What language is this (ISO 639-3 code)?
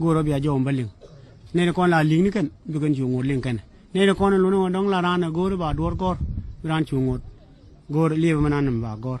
nus